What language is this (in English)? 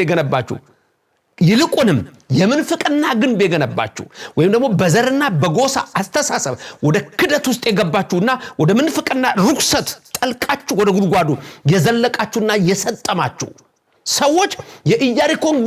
Amharic